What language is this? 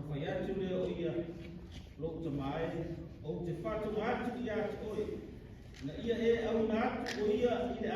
Samoan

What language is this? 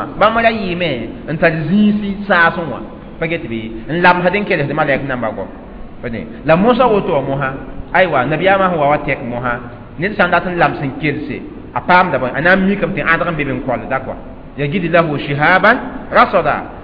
Mossi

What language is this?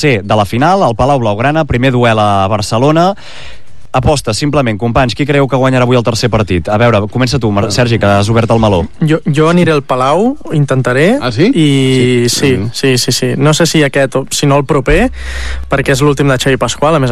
Catalan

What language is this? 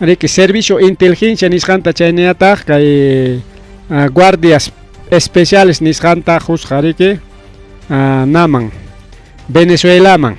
Ayacucho Quechua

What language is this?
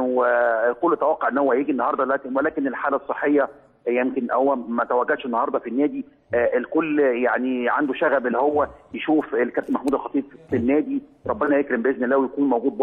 Egyptian Arabic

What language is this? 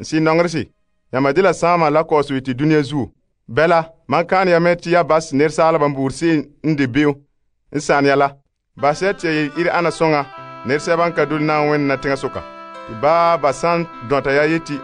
Frafra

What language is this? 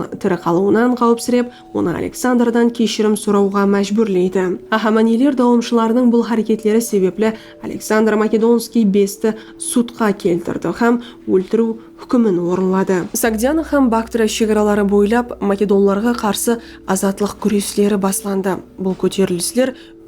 Kara-Kalpak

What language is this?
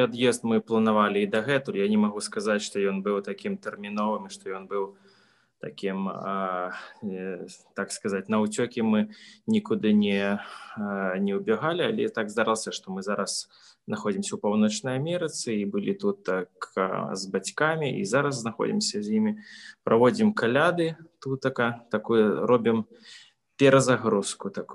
Belarusian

